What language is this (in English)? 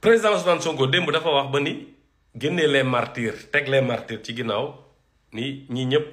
Wolof